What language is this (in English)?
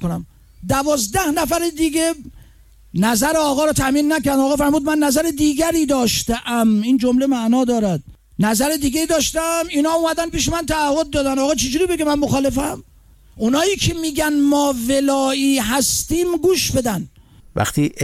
Persian